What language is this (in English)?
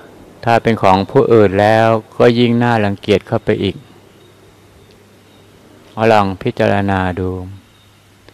Thai